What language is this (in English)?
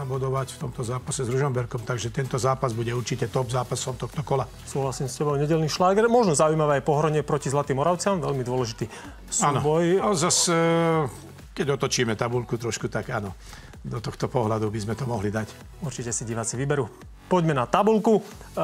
Slovak